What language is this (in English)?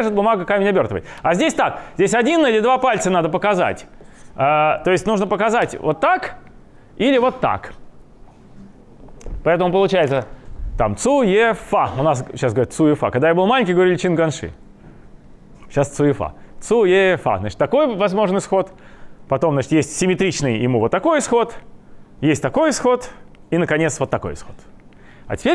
Russian